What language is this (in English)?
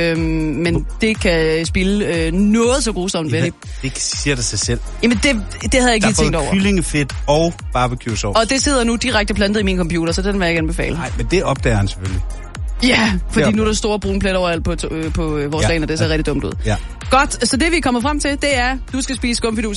Danish